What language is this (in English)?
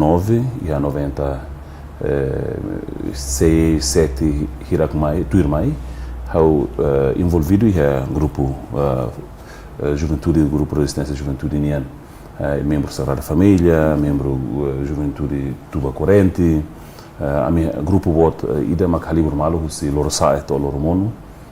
Tetum